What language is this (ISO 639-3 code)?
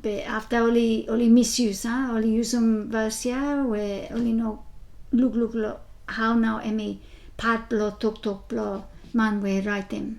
bis